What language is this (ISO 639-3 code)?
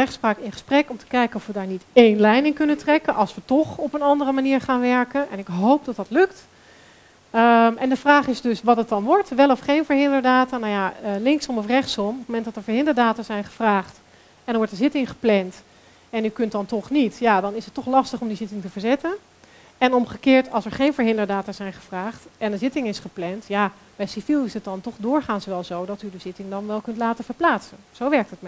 nld